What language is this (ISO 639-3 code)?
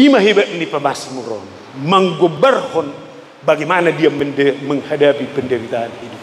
bbc